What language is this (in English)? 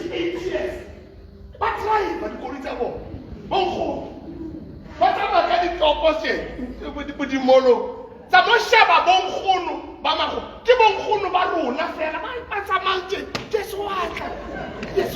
Southern Sotho